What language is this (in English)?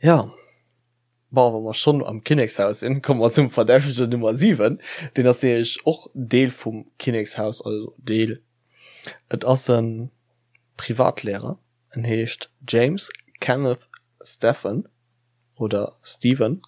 Luxembourgish